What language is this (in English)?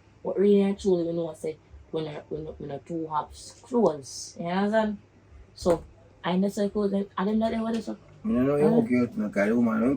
Jamaican Creole English